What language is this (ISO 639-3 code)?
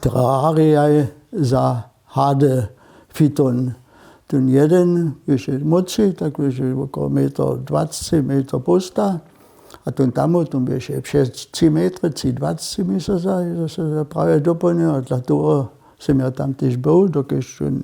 hsb